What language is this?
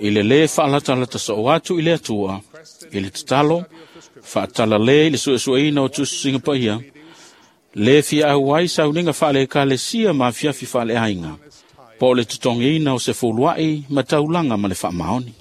Samoan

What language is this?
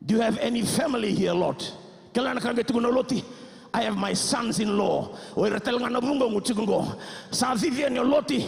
Fijian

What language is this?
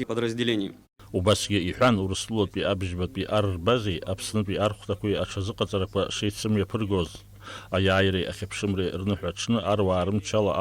Abkhazian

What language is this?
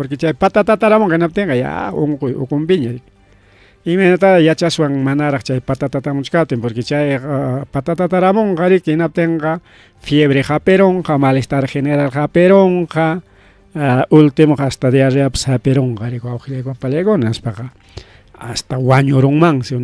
Ayacucho Quechua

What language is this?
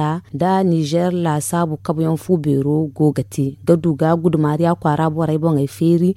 Zarma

